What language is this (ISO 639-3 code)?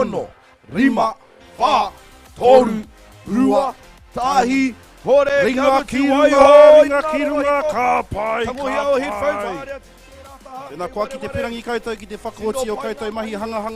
mri